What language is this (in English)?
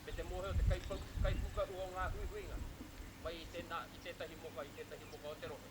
Māori